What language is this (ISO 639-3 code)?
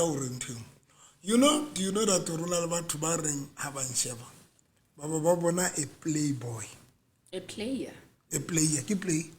sot